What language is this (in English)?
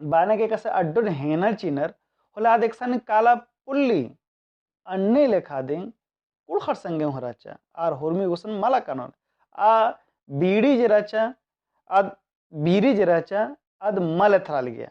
Kurukh